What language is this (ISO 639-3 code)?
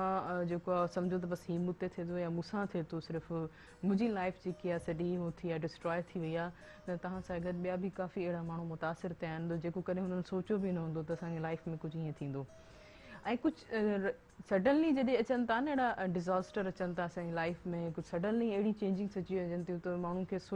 snd